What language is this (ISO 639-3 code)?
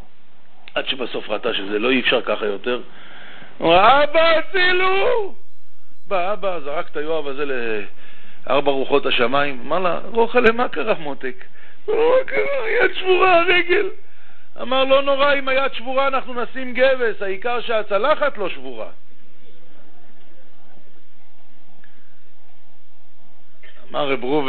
heb